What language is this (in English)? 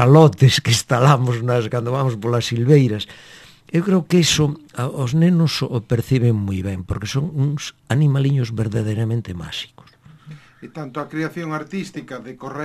Galician